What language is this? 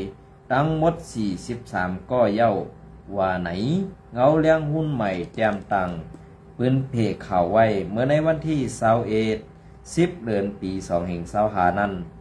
Shan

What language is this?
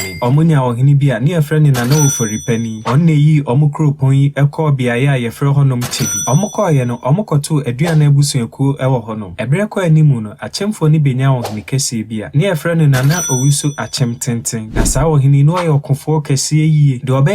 Akan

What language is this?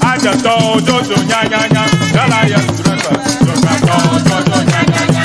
Ewe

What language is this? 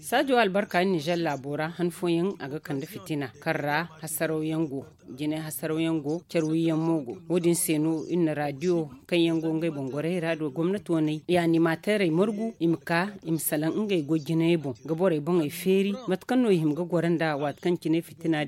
Zarma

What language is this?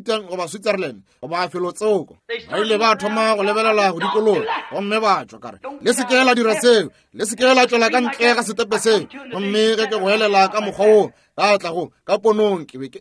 Northern Sotho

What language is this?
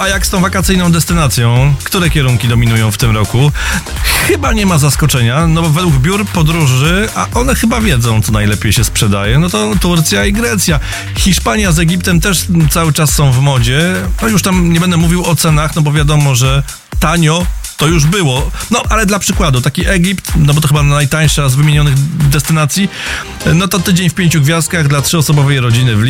Polish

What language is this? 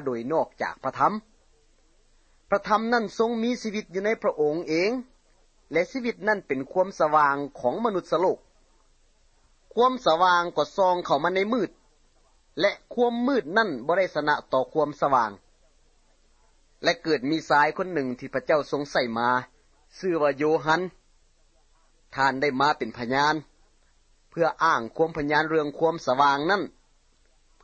Thai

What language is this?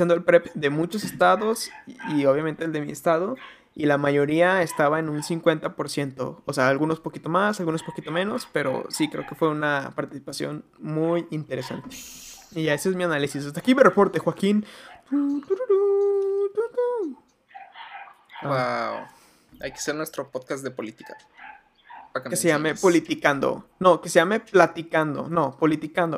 Spanish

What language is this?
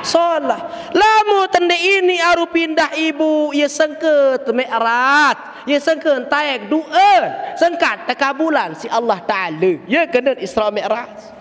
Sasak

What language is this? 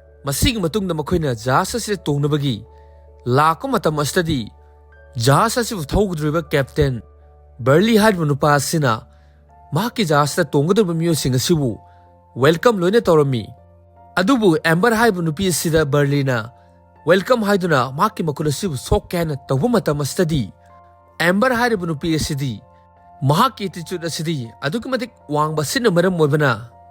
Manipuri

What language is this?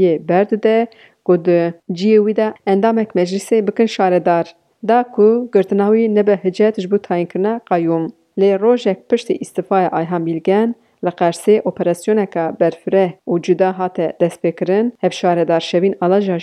Kurdish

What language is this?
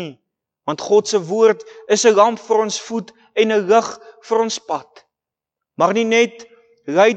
Afrikaans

